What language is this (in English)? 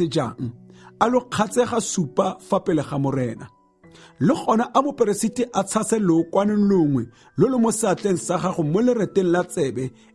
Tswana